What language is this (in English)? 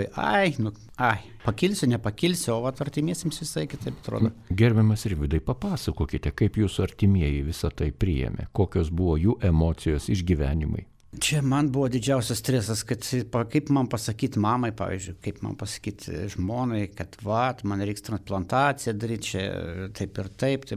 Lithuanian